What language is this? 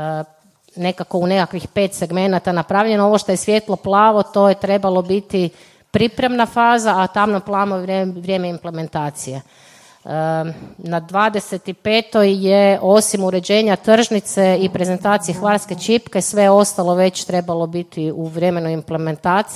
Croatian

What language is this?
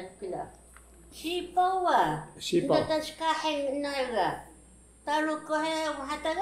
Taroko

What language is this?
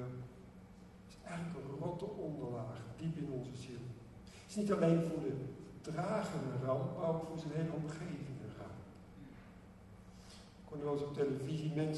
Dutch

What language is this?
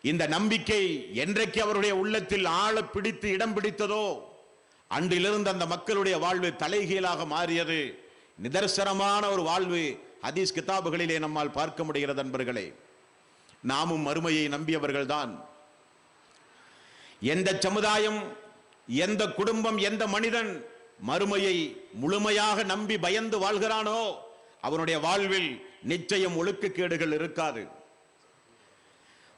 Tamil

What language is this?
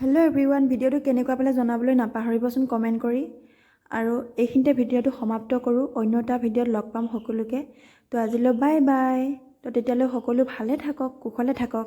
Assamese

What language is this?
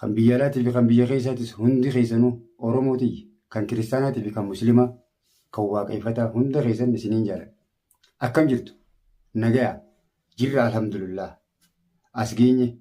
Oromo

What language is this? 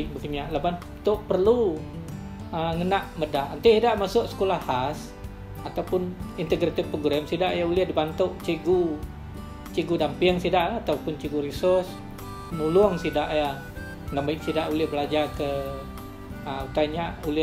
Iban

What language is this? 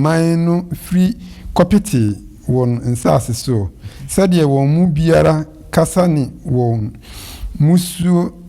Akan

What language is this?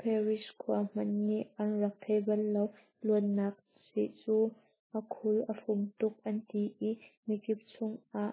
Hakha Chin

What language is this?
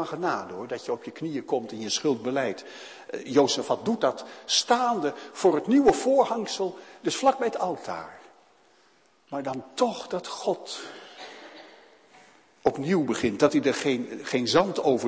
Dutch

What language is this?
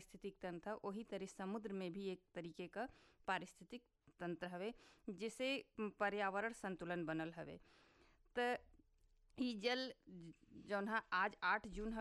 Bhojpuri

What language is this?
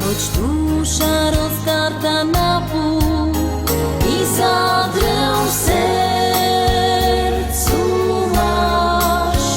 Silesian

